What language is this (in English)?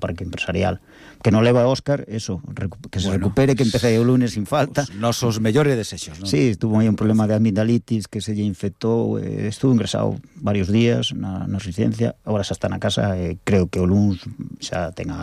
Galician